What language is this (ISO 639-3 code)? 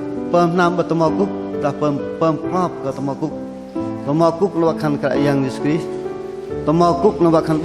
bdq